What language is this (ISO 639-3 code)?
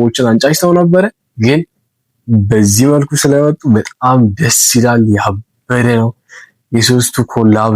amh